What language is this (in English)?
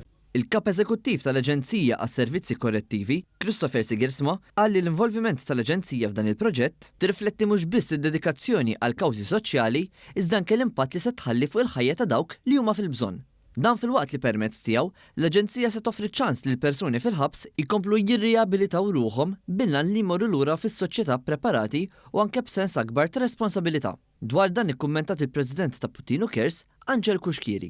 Maltese